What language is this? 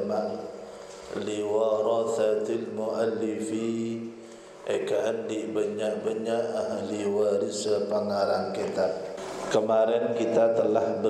Madurese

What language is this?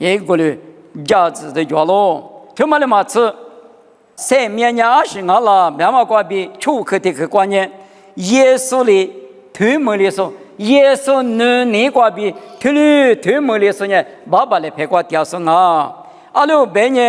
Lisu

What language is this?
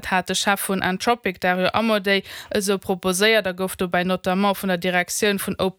Luxembourgish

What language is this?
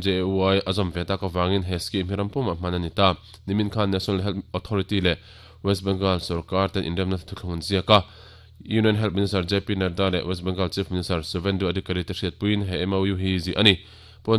Mizo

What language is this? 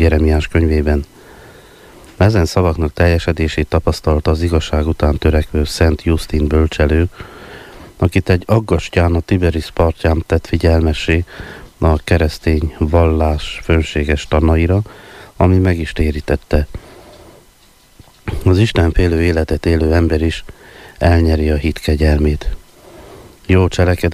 Hungarian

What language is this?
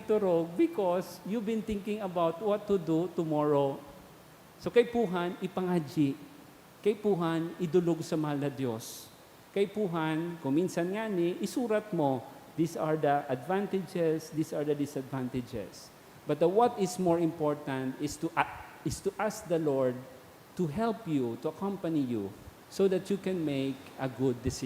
Bikol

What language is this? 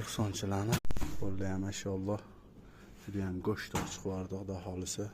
Uzbek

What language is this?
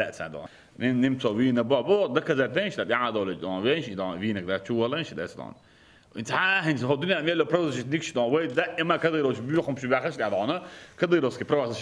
Chechen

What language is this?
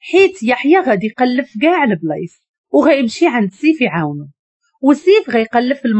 Moroccan Arabic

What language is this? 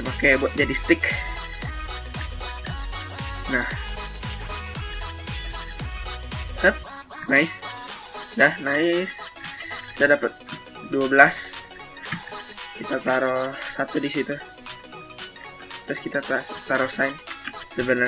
Indonesian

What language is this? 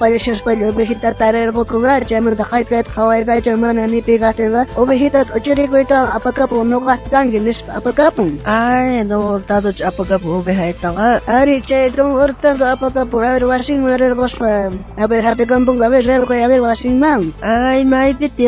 South Bolivian Quechua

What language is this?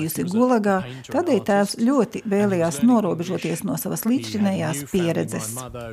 Latvian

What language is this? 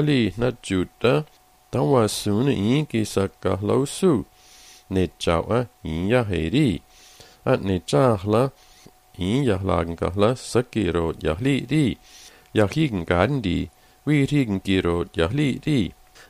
Slovenian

